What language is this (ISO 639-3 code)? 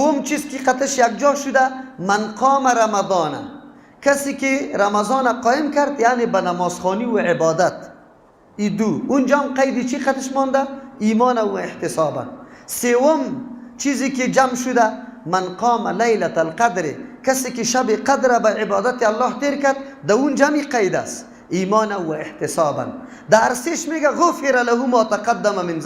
fas